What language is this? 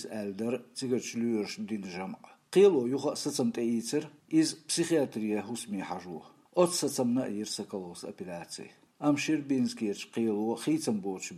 Chechen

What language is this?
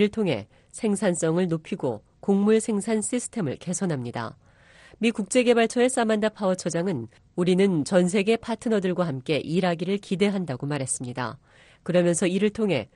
Korean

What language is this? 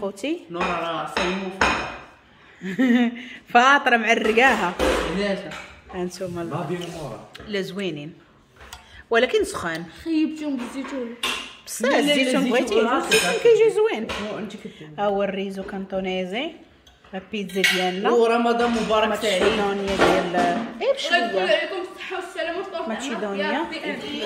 Moroccan Arabic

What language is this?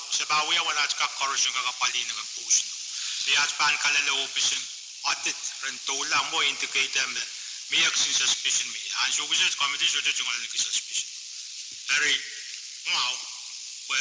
Pohnpeian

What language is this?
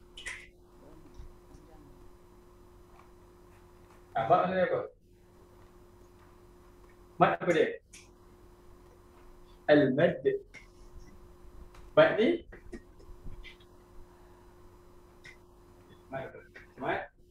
Malay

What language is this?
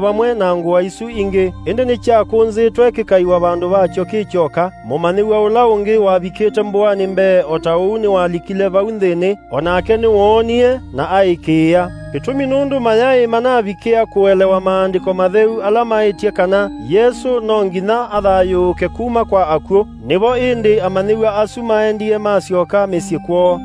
Kamba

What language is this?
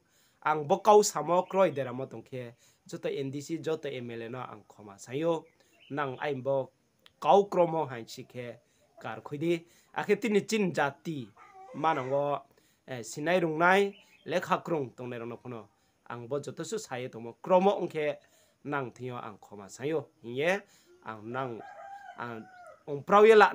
Riang (India)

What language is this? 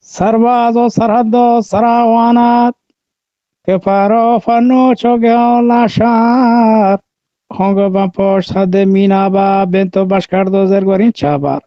Eastern Balochi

